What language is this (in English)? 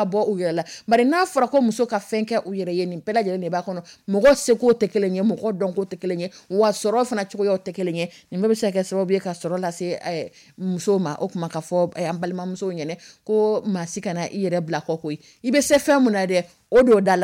Dyula